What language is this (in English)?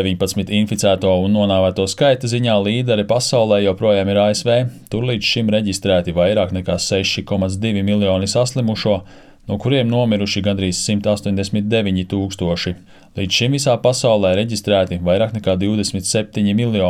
Latvian